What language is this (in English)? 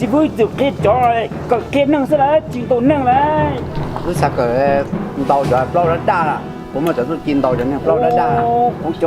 Hmong